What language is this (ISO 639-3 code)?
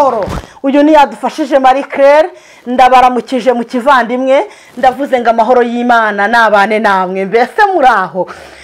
kin